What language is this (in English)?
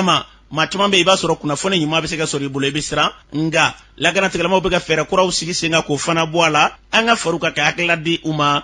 Bambara